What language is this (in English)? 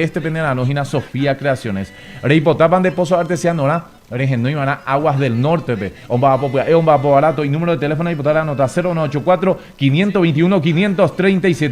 Guarani